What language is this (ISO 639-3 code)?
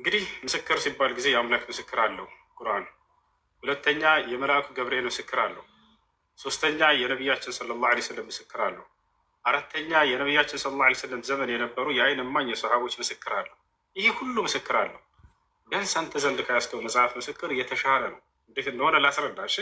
amh